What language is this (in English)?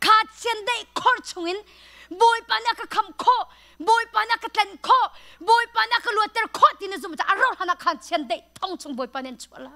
Hakha Chin